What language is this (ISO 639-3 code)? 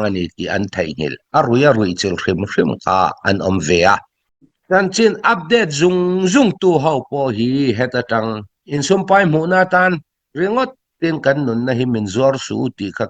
cnh